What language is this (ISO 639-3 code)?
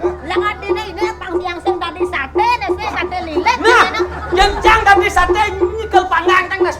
ban